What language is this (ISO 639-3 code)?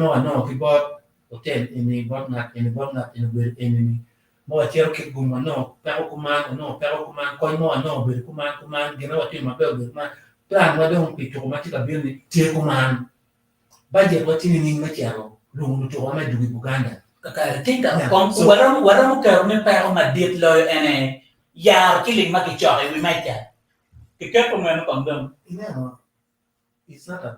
ach